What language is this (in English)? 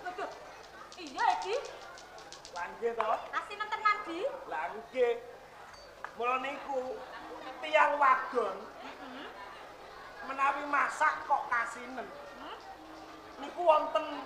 Javanese